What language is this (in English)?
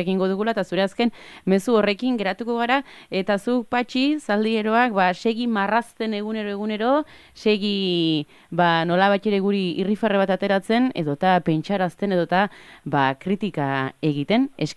Basque